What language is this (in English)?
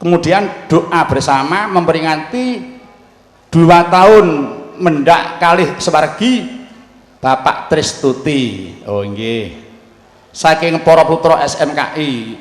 Javanese